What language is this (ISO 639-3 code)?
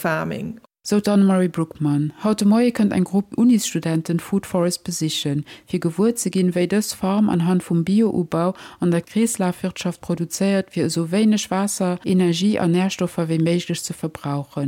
ltz